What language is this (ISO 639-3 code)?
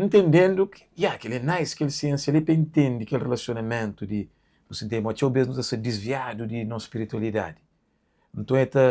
kea